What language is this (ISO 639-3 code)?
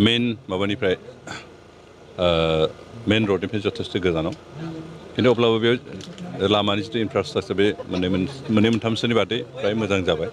brx